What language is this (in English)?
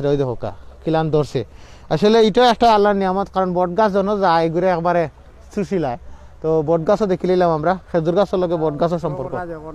Sylheti